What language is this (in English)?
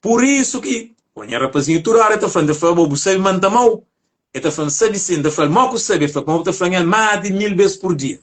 Kabuverdianu